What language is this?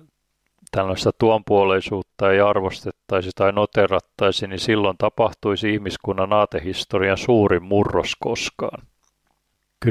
Finnish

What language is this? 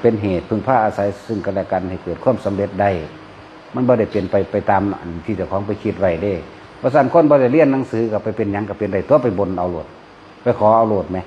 Northeastern Thai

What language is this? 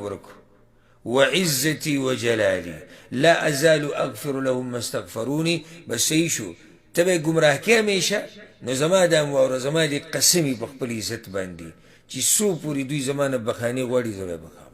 Pashto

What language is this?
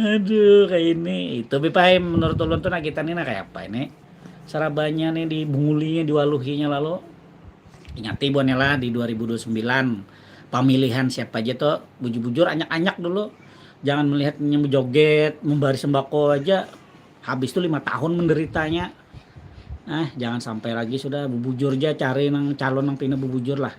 Banjar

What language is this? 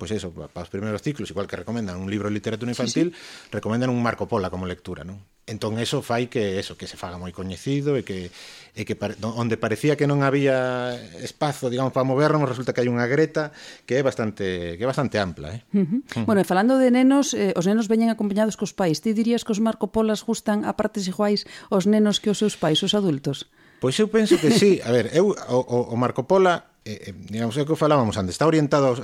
Galician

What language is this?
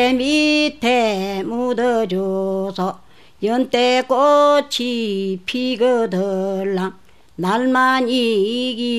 Korean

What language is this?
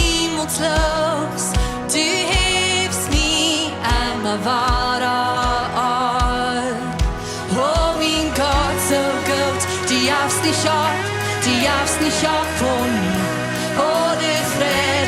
Plautdietsch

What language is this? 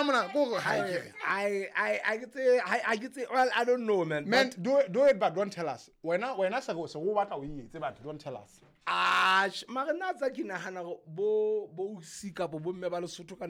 Southern Sotho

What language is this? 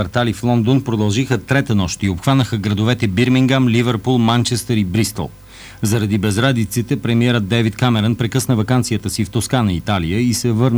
Bulgarian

